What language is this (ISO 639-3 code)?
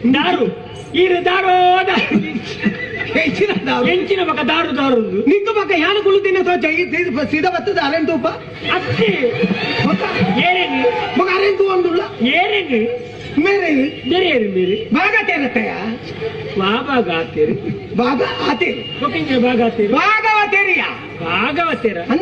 tcy